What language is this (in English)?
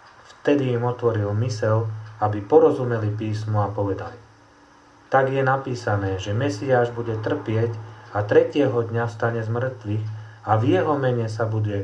Slovak